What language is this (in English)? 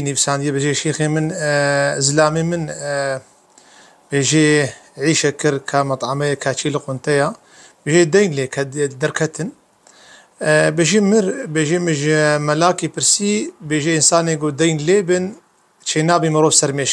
Kurdish